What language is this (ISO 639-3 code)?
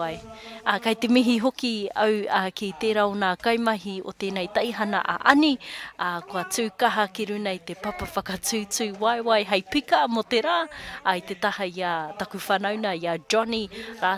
mri